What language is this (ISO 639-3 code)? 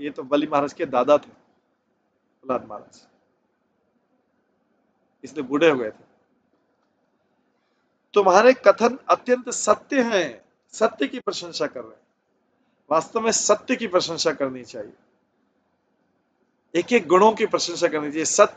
hin